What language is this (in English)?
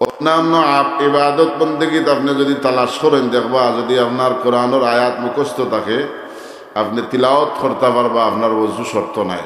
Sylheti